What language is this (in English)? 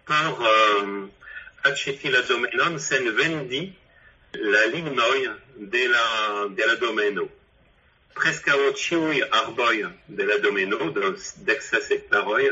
Esperanto